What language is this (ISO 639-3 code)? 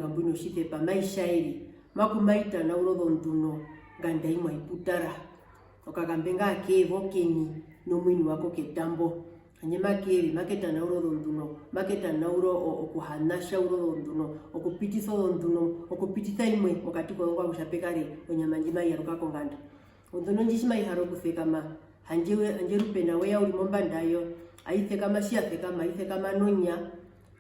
her